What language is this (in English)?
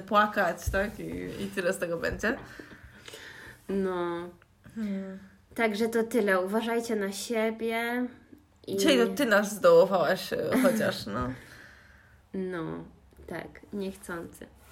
Polish